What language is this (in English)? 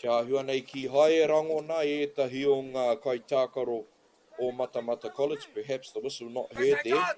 Māori